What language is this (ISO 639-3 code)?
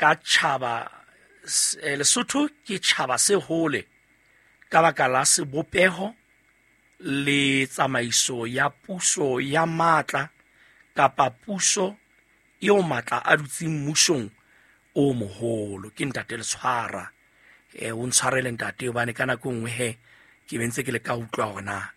sot